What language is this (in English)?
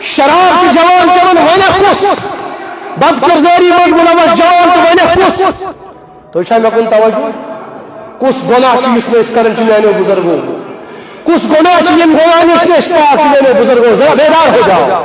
Kashmiri